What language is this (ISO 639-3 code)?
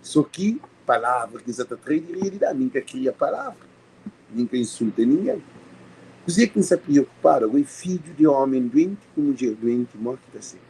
kea